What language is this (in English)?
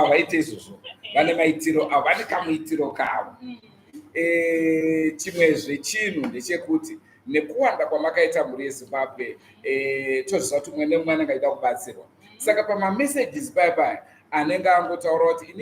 Shona